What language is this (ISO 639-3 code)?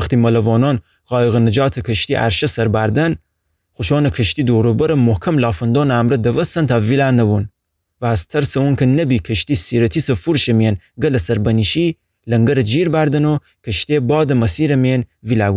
glk